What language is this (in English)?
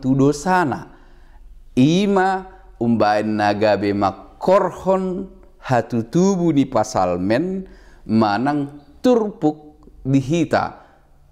Batak Toba